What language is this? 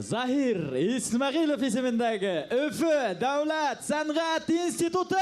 Bashkir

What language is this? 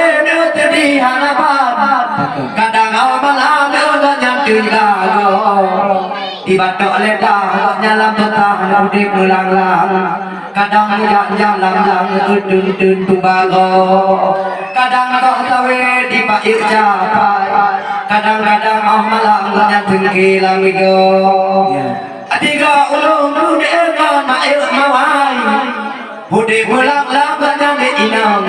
Achinese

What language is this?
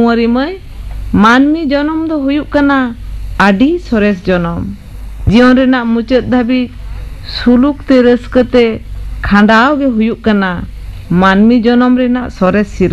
Santali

